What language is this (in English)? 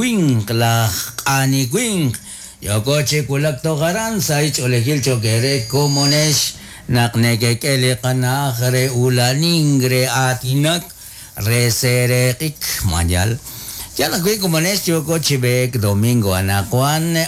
Kekchí